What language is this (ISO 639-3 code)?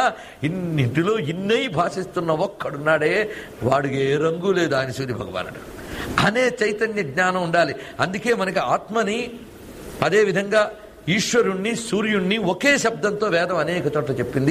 tel